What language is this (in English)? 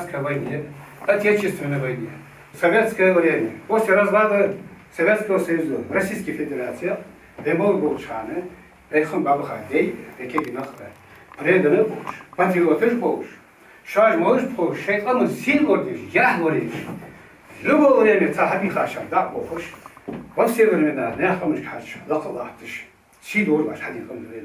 Ingush